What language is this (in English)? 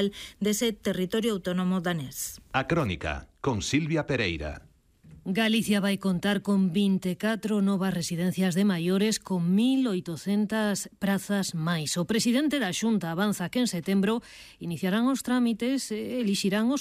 Galician